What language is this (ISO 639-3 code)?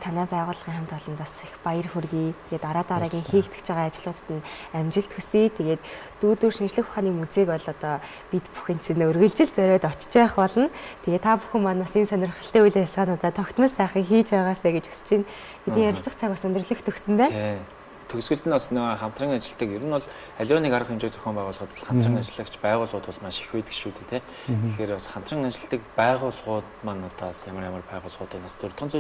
mon